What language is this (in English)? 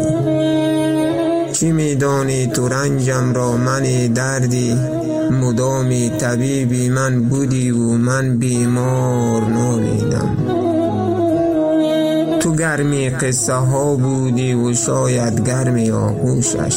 Persian